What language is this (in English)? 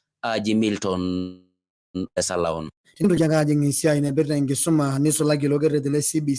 Masai